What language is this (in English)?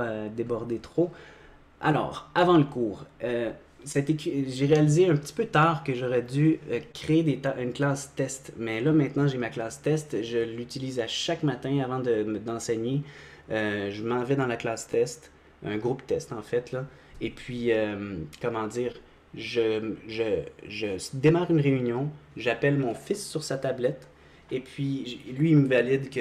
French